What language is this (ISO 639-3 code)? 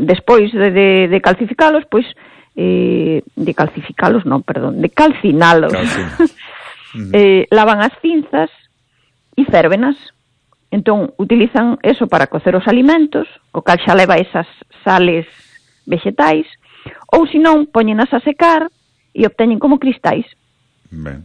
glg